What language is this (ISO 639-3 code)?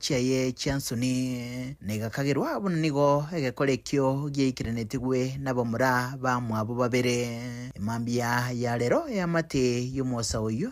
guz